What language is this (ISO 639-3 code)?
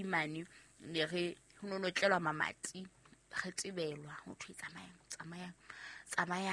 sot